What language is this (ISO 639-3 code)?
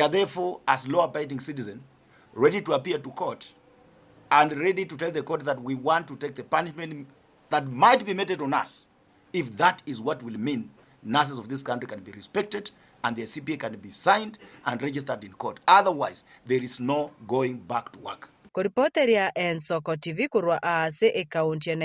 guz